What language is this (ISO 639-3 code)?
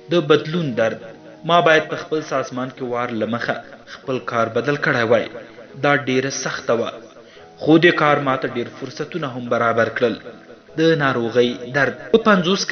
pus